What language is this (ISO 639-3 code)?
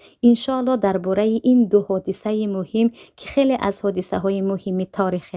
tgk